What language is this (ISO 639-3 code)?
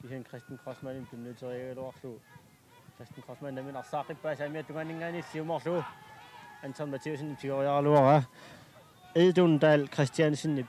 kal